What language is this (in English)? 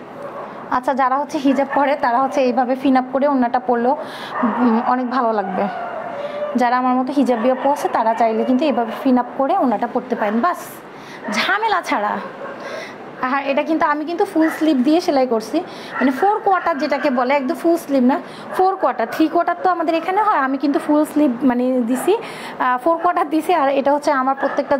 Bangla